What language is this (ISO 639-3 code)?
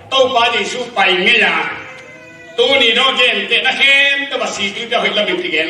ctd